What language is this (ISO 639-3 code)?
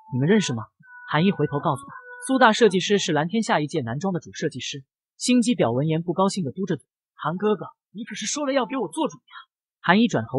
zho